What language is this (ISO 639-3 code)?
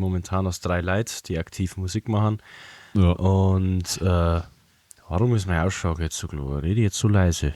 bar